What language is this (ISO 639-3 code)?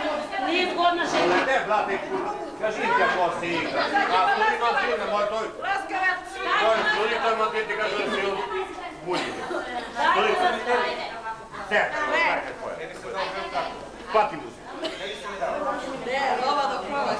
srp